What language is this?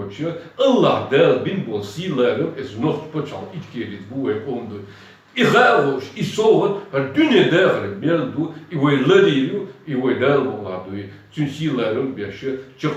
Chechen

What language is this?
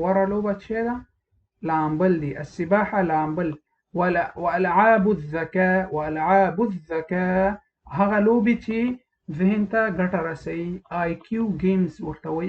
Pashto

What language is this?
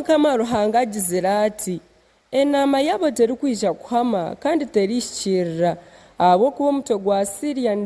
Nyankole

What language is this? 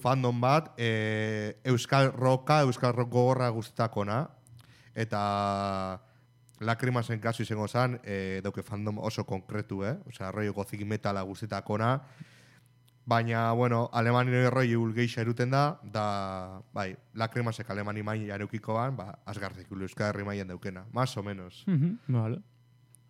Basque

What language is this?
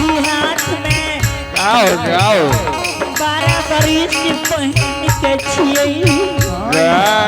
Angika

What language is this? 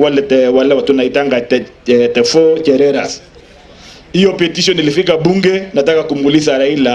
Gusii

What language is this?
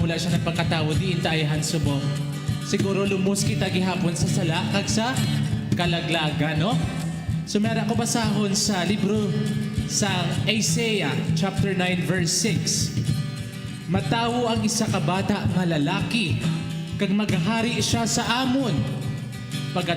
Hiligaynon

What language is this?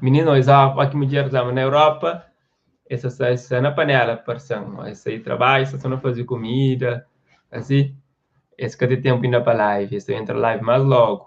Kabuverdianu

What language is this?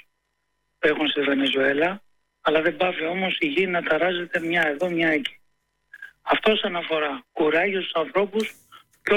Greek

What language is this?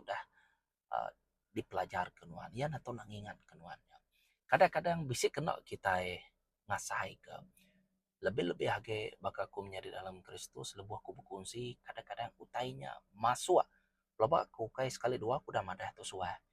Iban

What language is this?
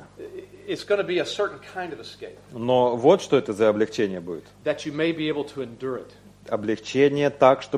Russian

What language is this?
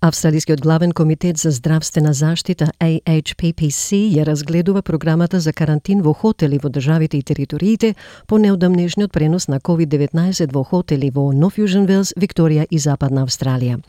Macedonian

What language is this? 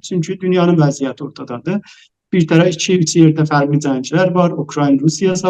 South Azerbaijani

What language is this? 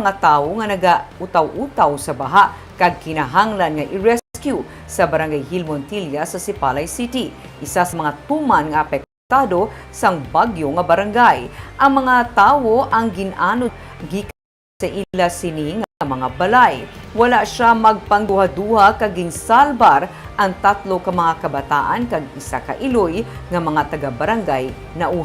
Hiligaynon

